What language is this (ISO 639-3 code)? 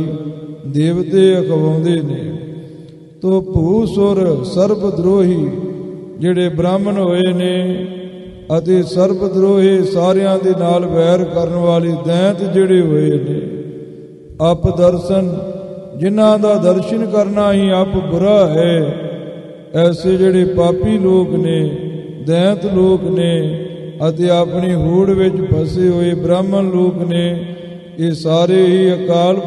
pan